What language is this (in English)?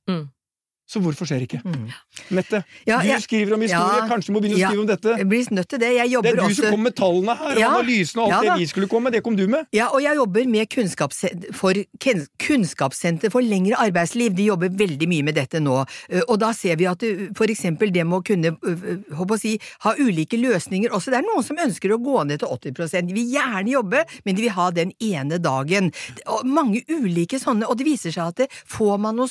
Norwegian